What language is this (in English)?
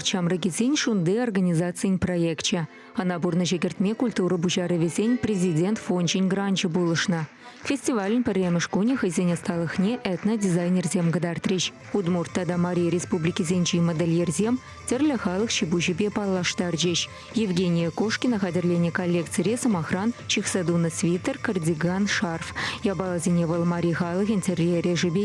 Chuvash